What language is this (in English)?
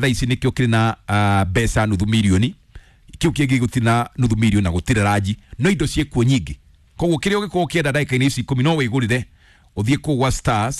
Kikuyu